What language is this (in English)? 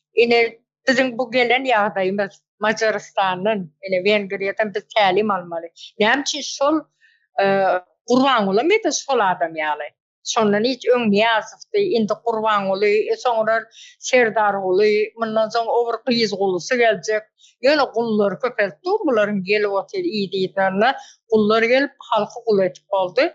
Turkmen